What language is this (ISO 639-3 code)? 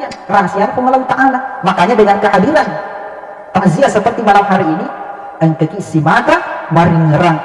bug